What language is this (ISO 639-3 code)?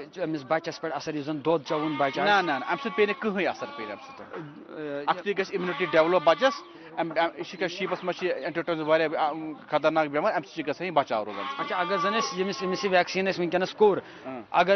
kas